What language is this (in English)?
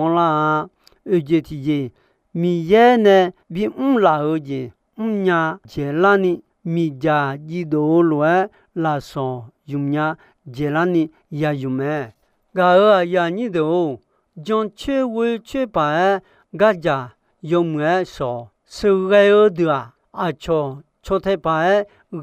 Akha